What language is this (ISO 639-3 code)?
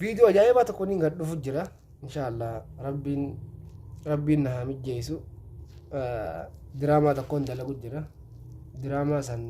orm